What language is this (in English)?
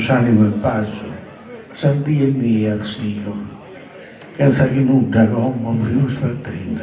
Sardinian